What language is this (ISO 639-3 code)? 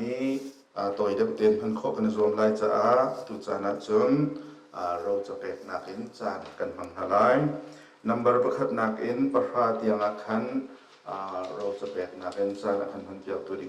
cnh